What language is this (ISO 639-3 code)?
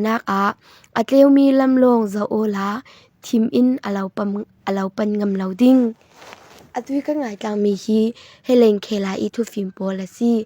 cfm